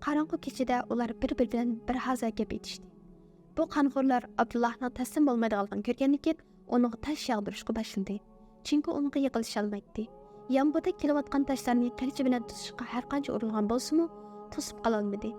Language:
Uyghur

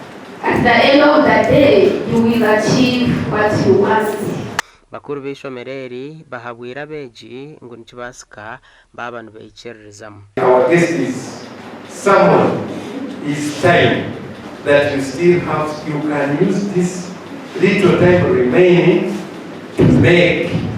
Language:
Nyankole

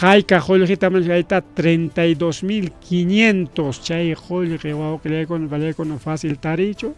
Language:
Ayacucho Quechua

